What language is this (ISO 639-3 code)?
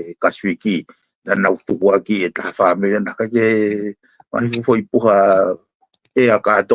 ton